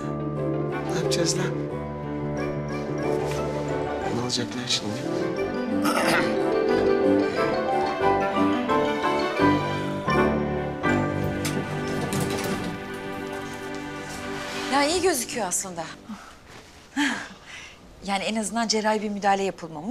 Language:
Turkish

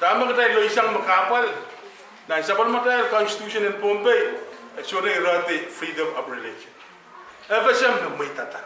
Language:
Pohnpeian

